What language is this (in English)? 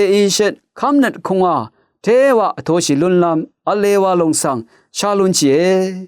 Rawang